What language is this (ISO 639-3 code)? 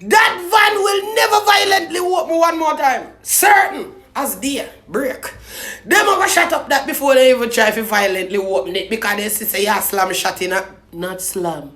jam